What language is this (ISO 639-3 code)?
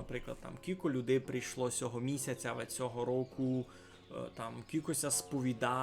rue